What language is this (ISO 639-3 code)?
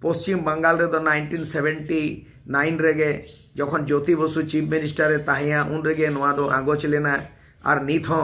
sat